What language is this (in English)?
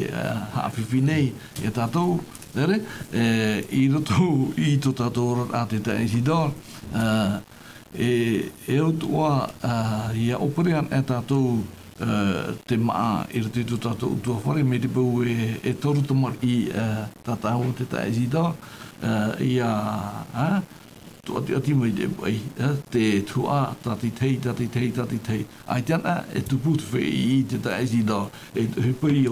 Tahitian